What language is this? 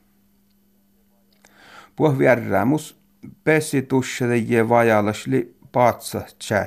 Finnish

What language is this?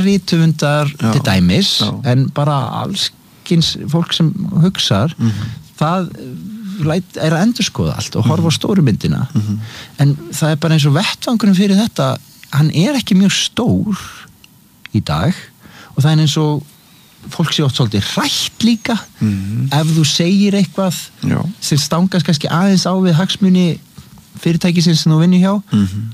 Icelandic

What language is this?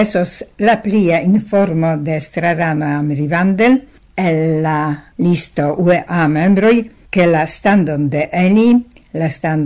Esperanto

